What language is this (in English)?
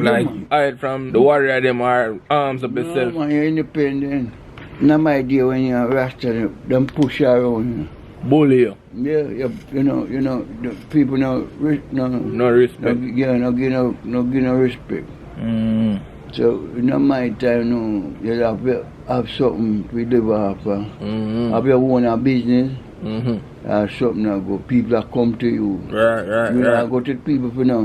Jamaican Creole English